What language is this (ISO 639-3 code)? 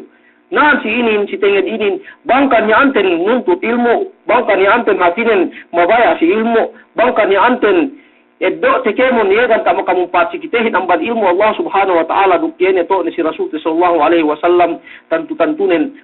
yka